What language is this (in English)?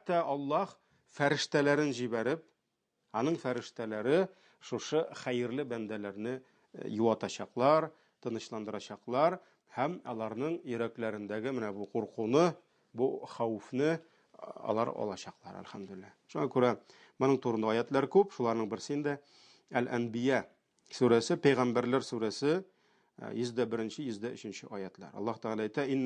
Tatar